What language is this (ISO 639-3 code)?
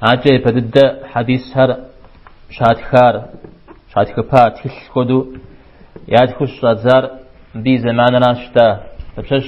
kbd